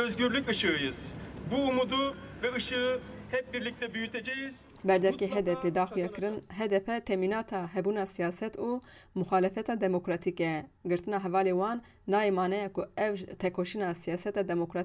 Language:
Kurdish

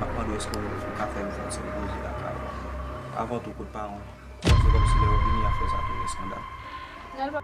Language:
Haitian Creole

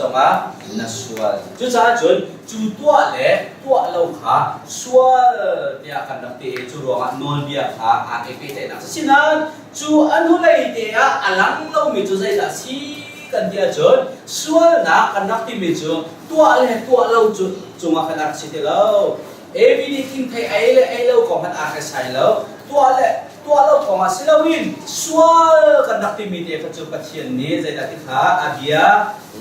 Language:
Hakha Chin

